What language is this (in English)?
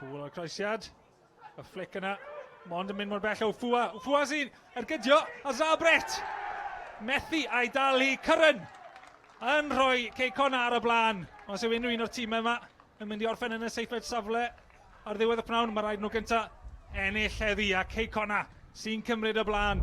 Welsh